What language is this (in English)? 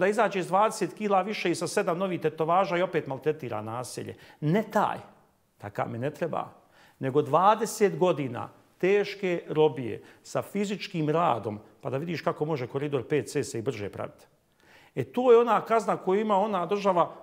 Bosnian